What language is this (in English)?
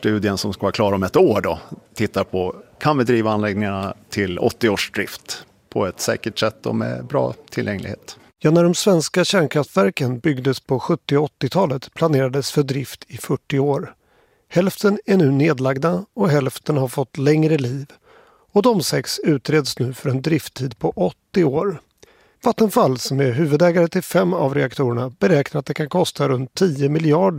Swedish